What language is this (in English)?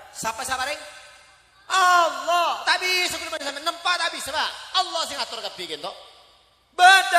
Madurese